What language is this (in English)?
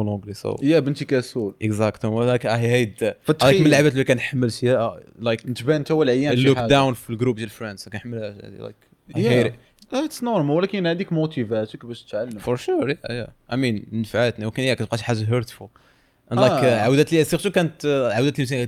Moroccan Arabic